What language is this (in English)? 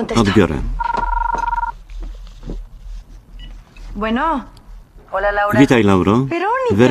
Polish